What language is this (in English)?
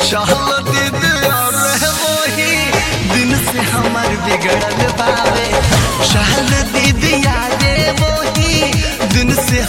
Bhojpuri